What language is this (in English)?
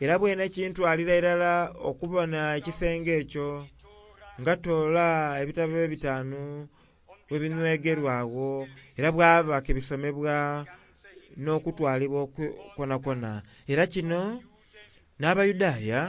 Soga